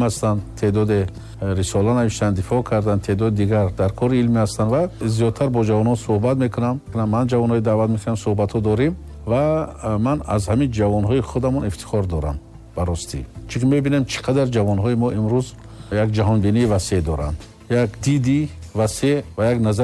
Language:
Tajik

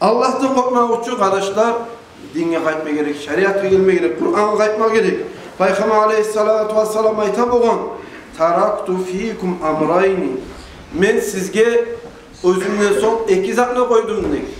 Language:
Kumyk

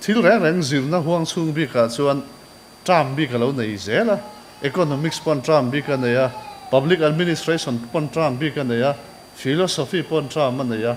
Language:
Mizo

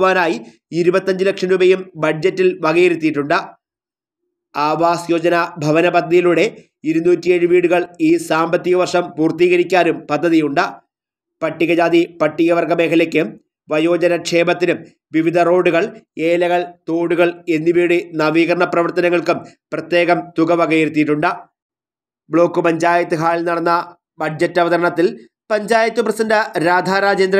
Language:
Malayalam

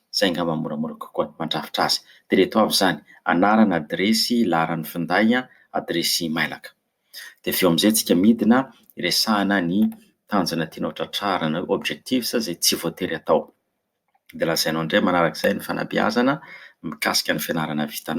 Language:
Malagasy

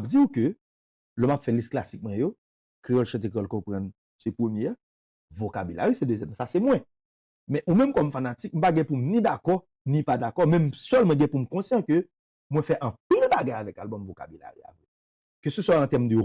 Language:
Haitian Creole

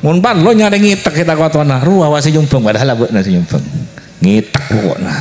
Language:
Madurese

